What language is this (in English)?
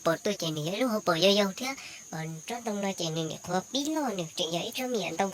Hmong